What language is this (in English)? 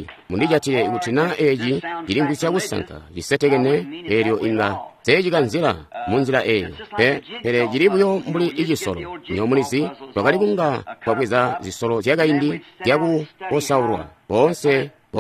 Tonga (Zambia)